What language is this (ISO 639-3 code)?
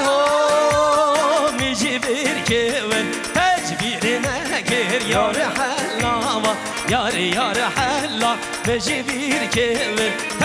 kur